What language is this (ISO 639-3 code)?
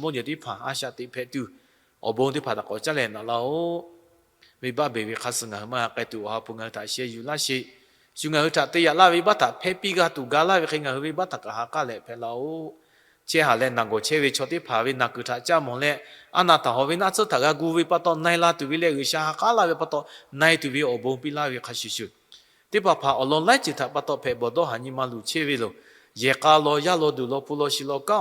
lhu